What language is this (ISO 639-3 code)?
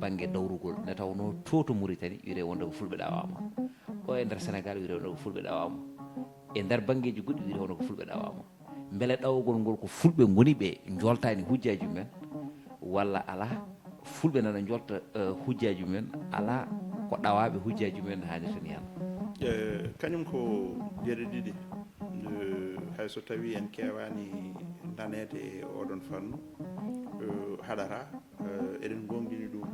ful